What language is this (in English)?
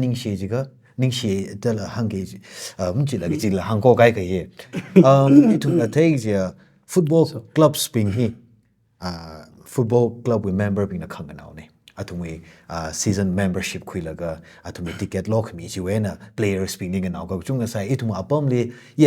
Tangkhul Naga (India)